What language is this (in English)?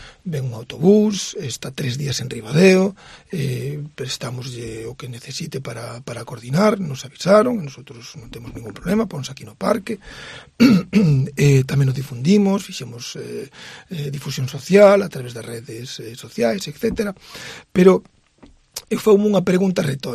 Galician